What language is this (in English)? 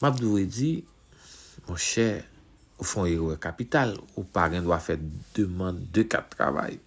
Haitian Creole